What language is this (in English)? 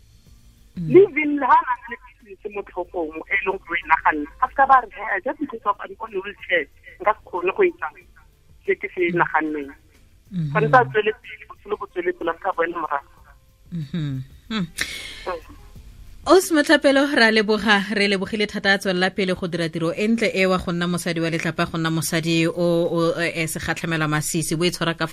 Tswana